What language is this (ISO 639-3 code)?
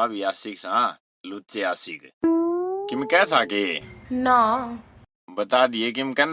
bgc